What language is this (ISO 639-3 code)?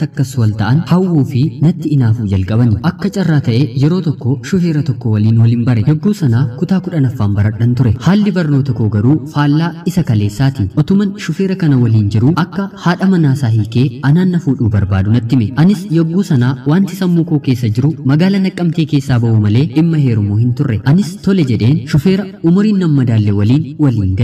orm